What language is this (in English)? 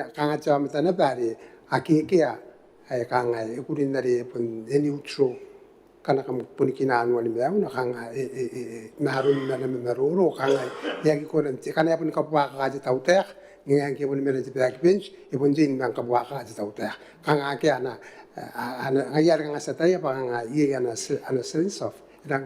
Gilbertese